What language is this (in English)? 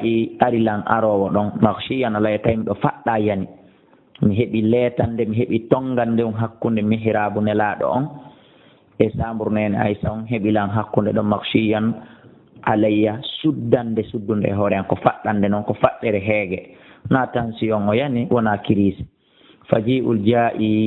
Fula